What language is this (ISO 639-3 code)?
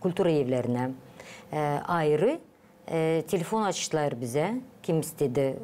gag